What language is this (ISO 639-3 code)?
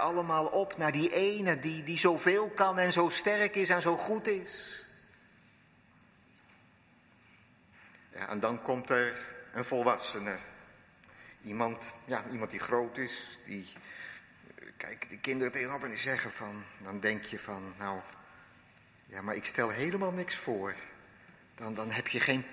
nld